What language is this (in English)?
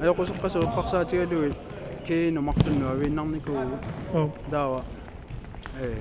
Kalaallisut